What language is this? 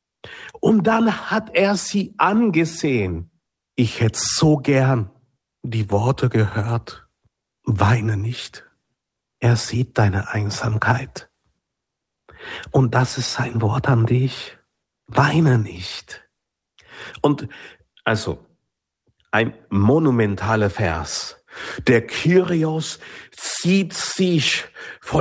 German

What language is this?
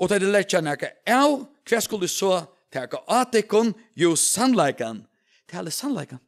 Faroese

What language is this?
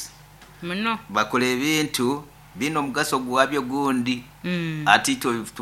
Nyoro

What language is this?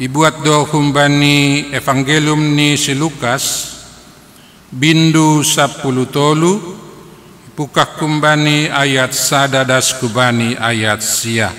Batak Simalungun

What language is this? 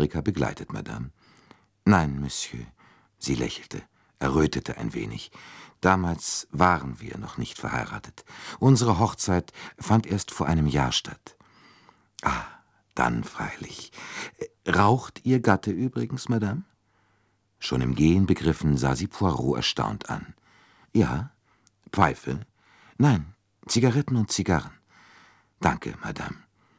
German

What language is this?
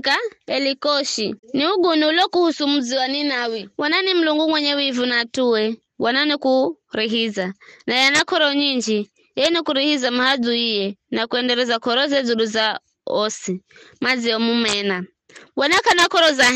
Giryama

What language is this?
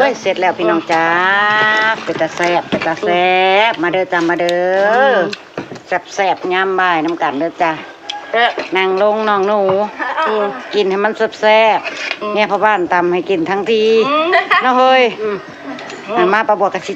Northeastern Thai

